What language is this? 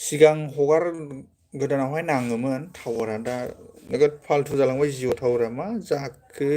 Bodo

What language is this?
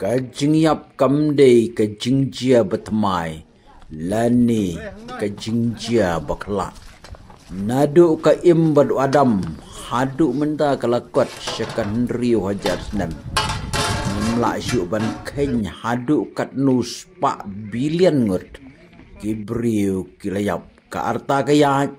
Khasi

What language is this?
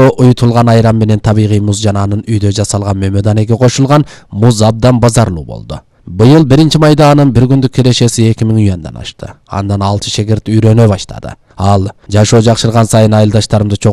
Kyrgyz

